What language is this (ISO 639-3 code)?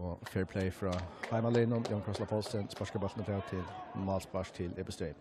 fao